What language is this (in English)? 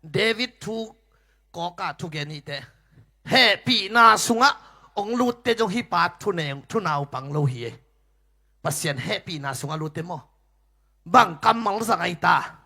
Tedim Chin